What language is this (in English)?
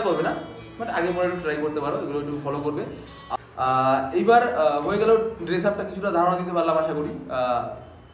Bangla